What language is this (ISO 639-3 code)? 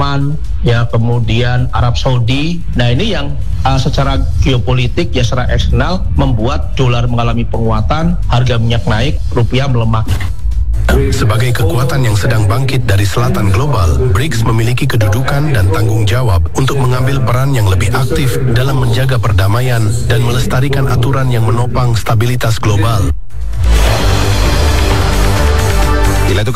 ind